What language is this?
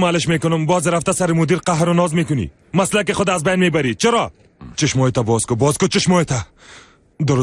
Persian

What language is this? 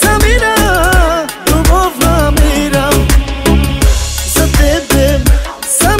Bulgarian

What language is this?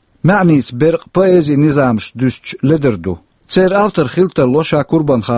Chechen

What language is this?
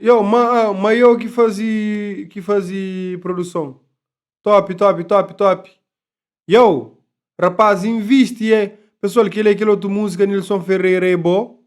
Kabuverdianu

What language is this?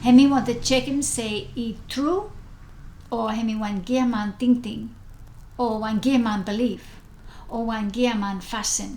Bislama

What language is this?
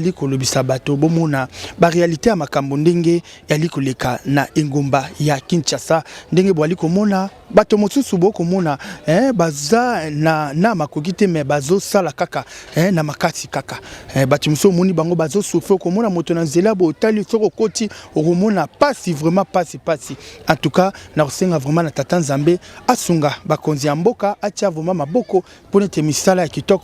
Lingala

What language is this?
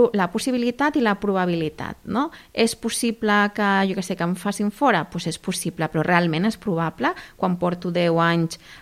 Catalan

